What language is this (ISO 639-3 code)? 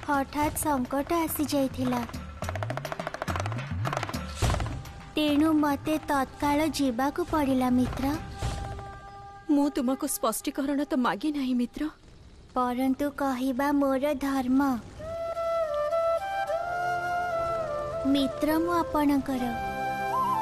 ori